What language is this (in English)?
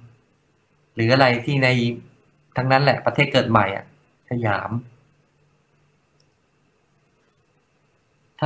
Thai